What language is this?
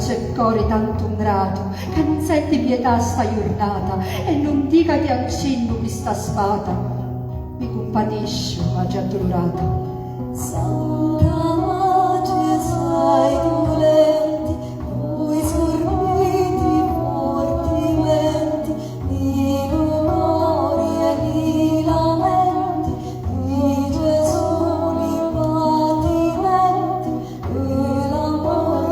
Sicilian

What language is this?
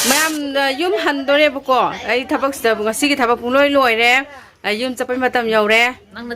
Manipuri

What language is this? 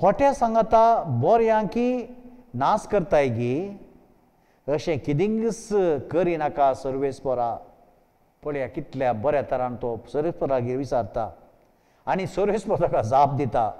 Konkani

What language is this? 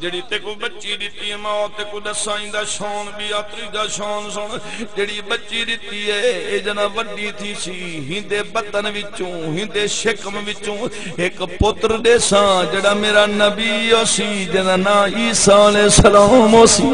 Saraiki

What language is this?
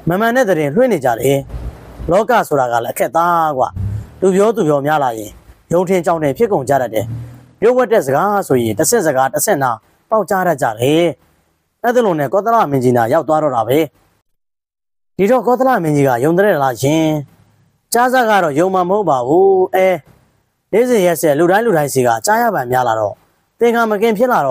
Burmese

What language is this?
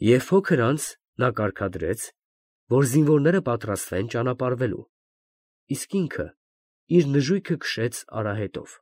Armenian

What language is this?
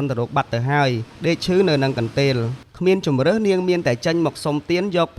Khmer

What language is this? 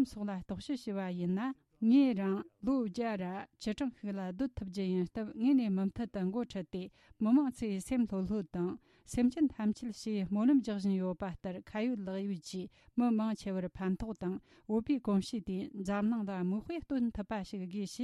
Tibetan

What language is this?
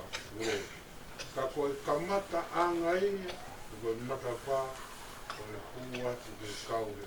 Tongan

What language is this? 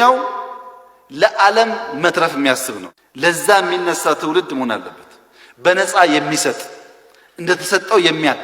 Amharic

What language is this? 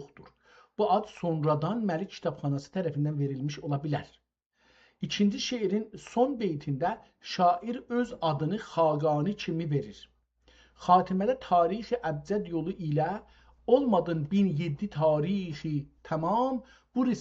South Azerbaijani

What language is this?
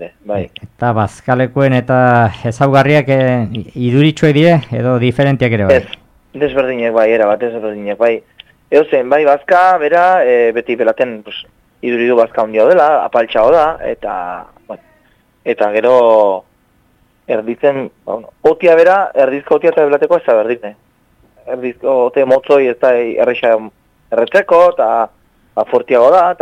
Basque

